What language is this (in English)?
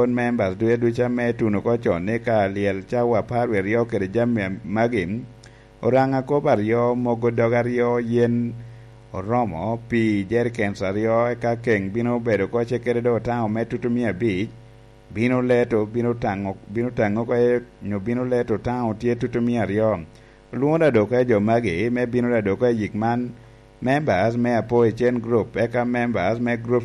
Lango (Uganda)